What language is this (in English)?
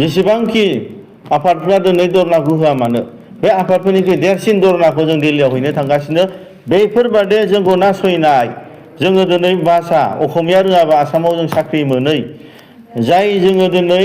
Bodo